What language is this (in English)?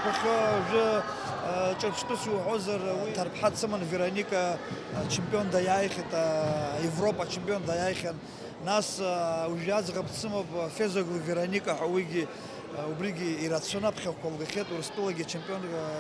Abkhazian